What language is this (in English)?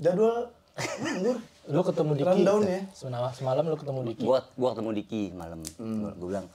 Betawi